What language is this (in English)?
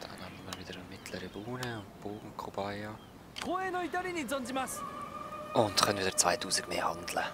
Swiss German